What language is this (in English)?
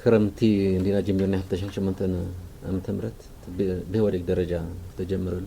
Tigrinya